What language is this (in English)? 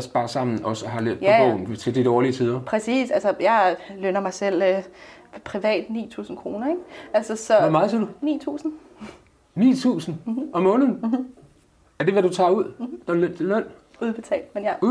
Danish